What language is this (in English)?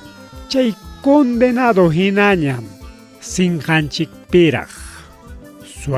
Ayacucho Quechua